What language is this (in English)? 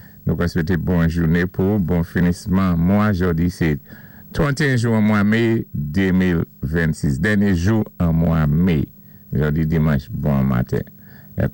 Saint Lucian Creole French